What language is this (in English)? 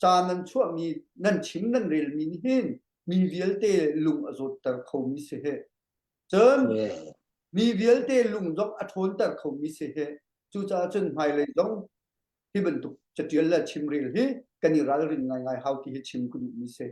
Hakha Chin